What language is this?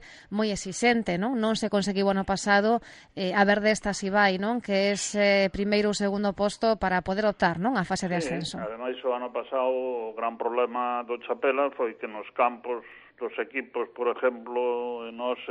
Galician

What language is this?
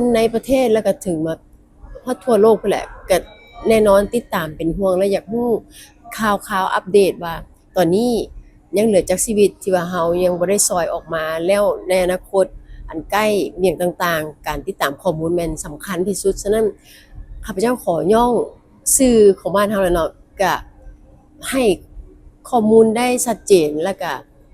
Lao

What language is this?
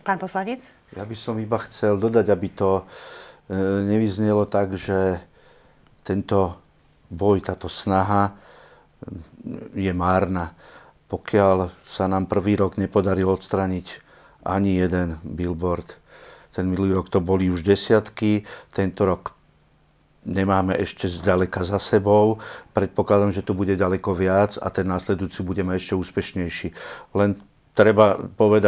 Slovak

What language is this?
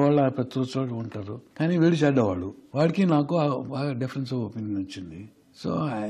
Telugu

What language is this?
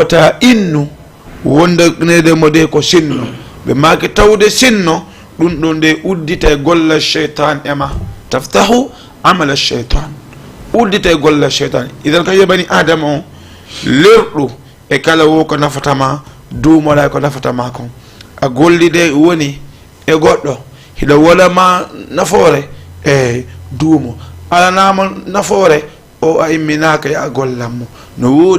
Fula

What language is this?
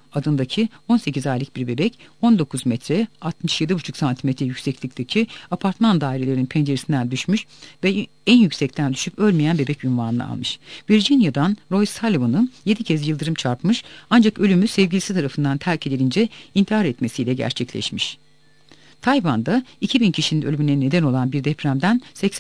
Turkish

